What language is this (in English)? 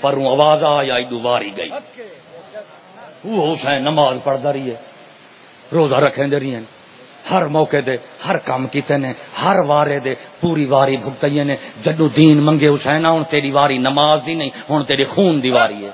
Saraiki